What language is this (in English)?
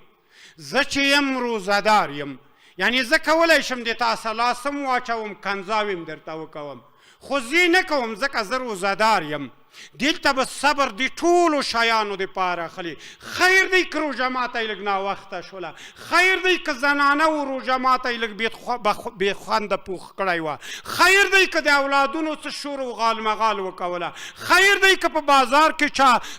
Pashto